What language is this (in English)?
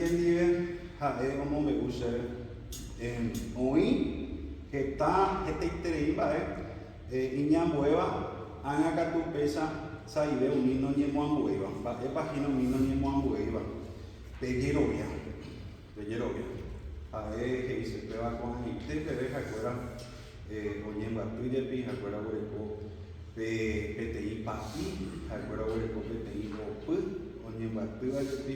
Guarani